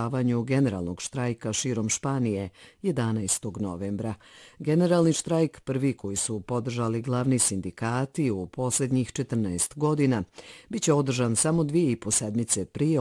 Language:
Bosnian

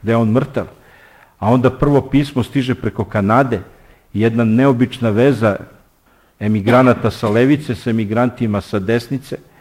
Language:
Serbian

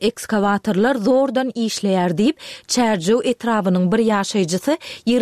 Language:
Turkmen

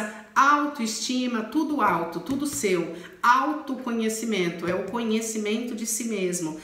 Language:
Portuguese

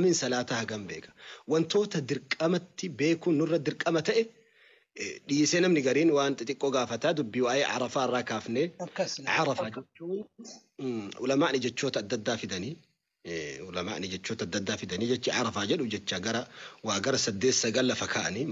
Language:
Oromo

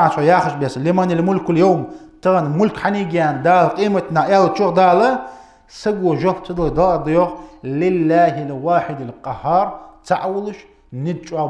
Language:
Ingush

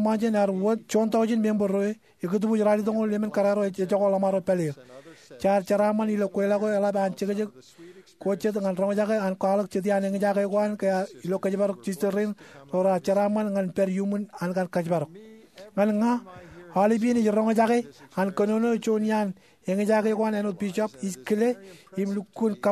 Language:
Marshallese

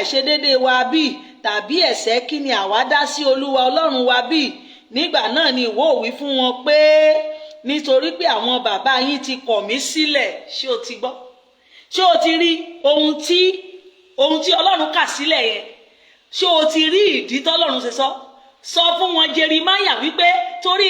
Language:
Yoruba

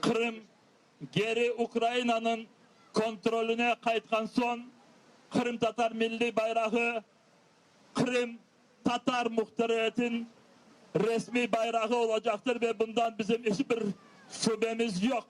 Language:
Crimean Tatar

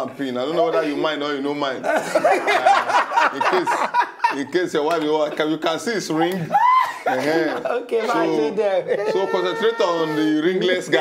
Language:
Nigerian Pidgin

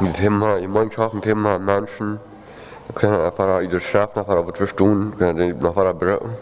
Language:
Plautdietsch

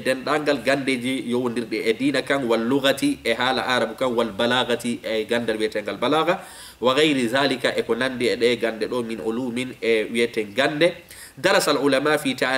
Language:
Fula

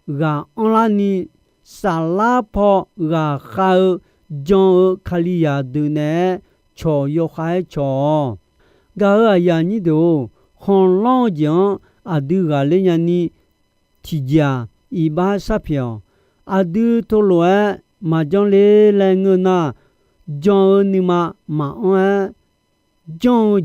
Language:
Akha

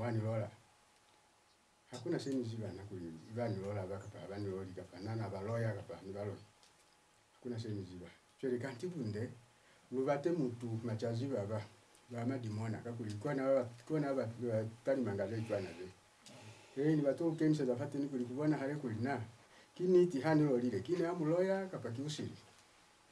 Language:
Lozi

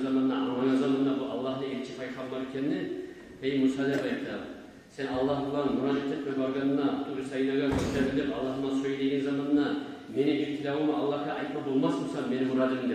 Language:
Kumyk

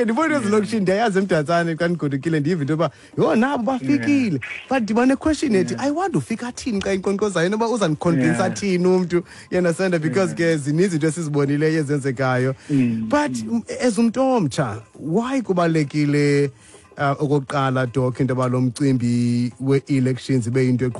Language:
Xhosa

